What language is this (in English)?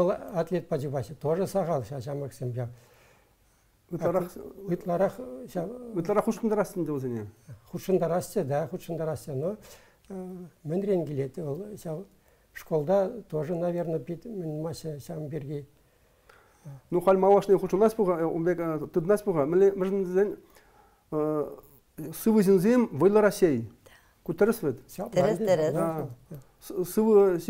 Chuvash